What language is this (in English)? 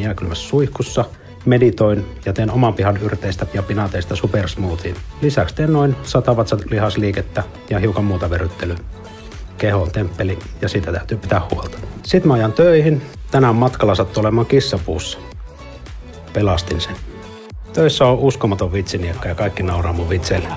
Finnish